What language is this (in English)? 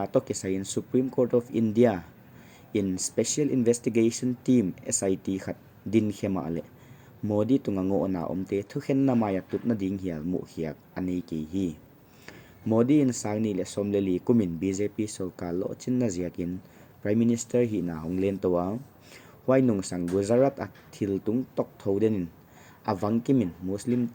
Paite Chin